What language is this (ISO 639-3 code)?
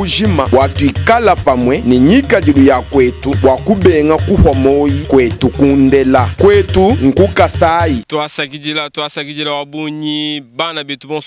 lua